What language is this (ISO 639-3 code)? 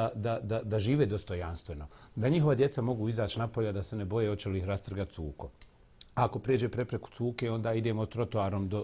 bos